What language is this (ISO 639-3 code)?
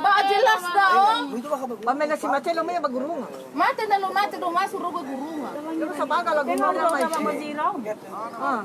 nia